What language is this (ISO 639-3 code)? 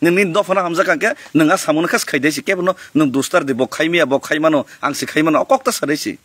trp